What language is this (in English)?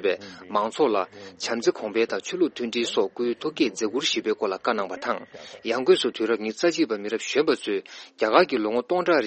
Tibetan